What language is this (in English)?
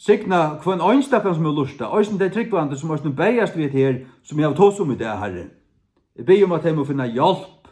Faroese